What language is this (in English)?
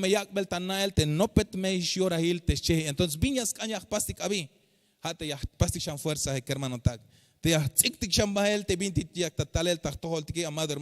Tzeltal